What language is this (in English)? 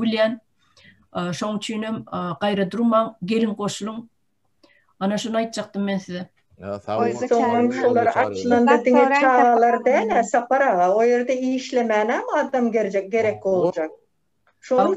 Turkmen